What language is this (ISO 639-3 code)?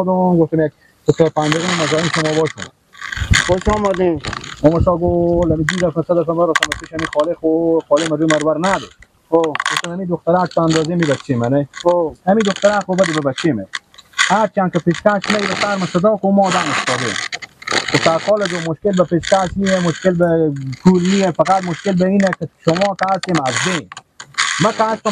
fas